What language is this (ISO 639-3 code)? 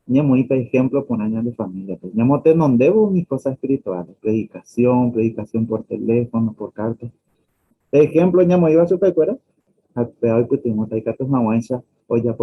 grn